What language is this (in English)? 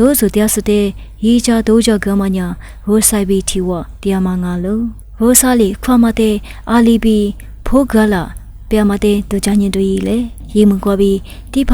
Lisu